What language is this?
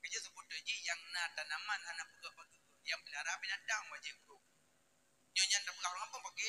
Achinese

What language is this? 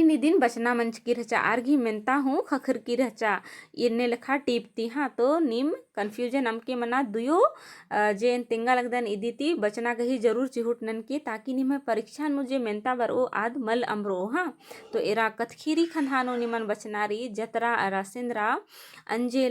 Kurukh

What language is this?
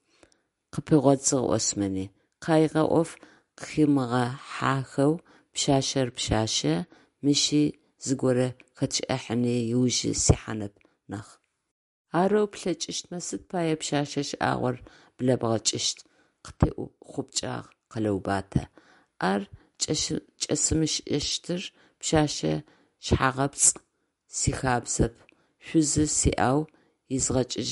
Adyghe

